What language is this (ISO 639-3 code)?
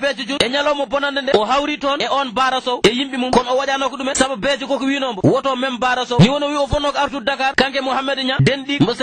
ful